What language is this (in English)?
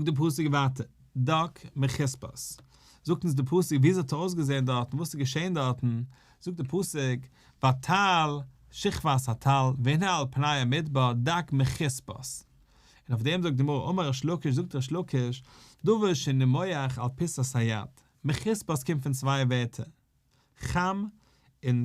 Yiddish